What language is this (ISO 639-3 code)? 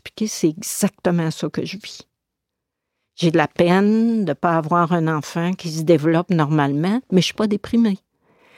fra